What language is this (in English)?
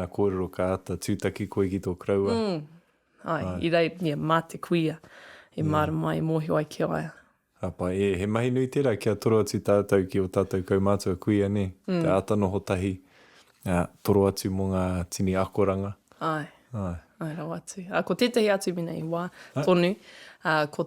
Māori